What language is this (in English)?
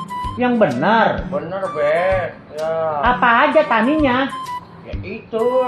Betawi